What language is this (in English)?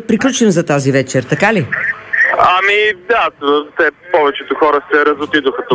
Bulgarian